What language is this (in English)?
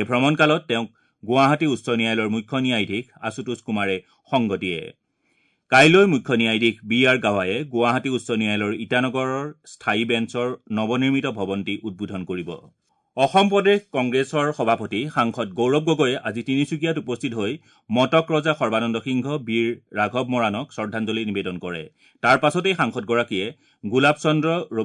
Assamese